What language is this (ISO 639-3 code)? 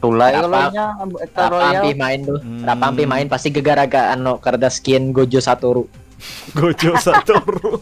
bjn